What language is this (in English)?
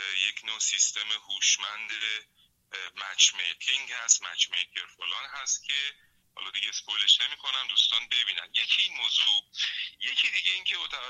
Persian